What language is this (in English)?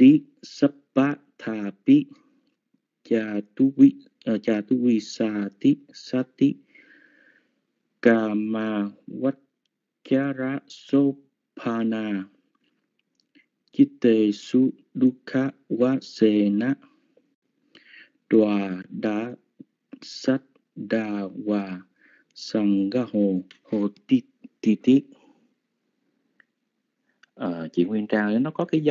Vietnamese